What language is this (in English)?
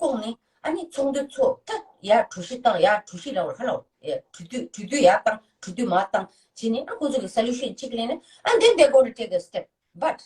Tibetan